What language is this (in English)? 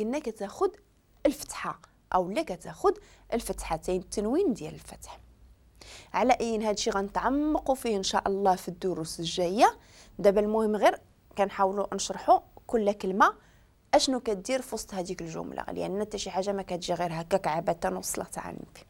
Moroccan Arabic